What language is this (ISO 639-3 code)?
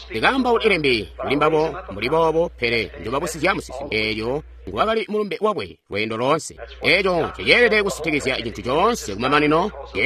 toi